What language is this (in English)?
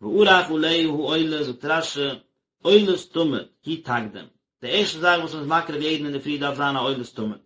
Yiddish